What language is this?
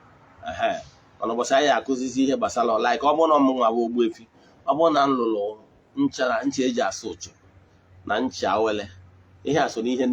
Igbo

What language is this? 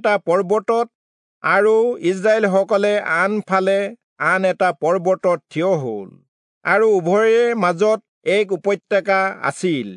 Assamese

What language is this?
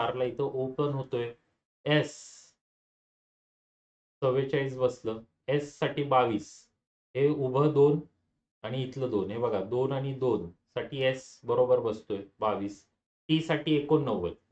Marathi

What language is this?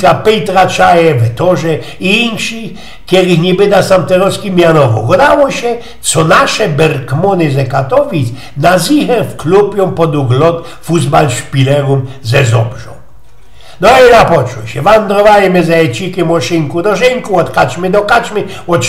Silesian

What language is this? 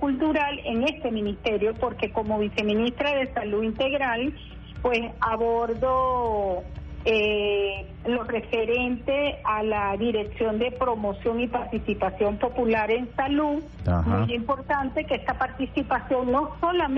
Spanish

